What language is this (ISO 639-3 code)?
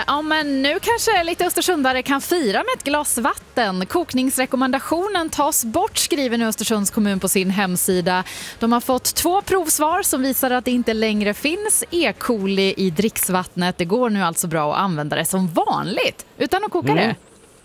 swe